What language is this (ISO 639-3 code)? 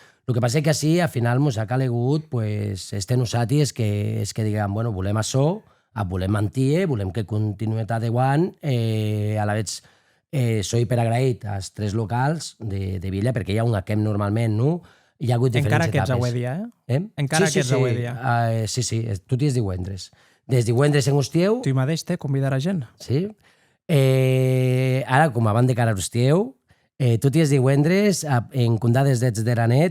oci